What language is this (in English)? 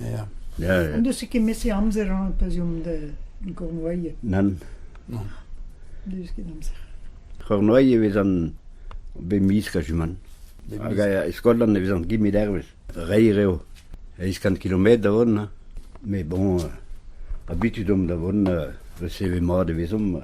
Breton